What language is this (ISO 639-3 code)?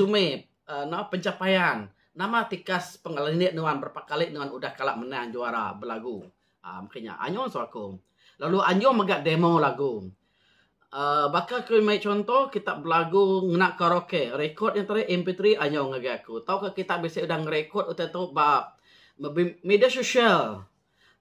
iba